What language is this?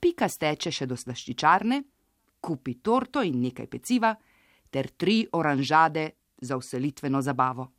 Slovenian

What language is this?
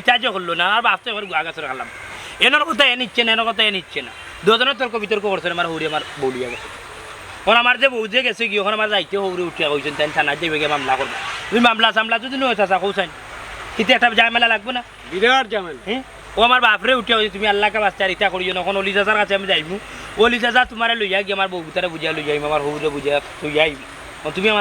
Sylheti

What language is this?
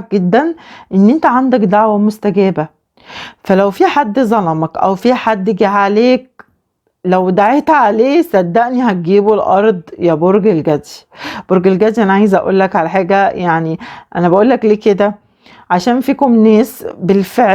Egyptian Arabic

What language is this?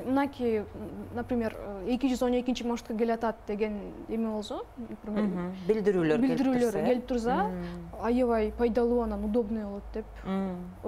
Kyrgyz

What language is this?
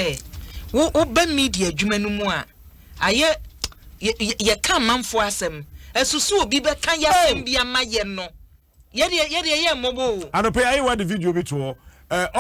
Akan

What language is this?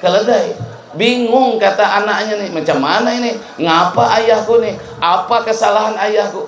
Banjar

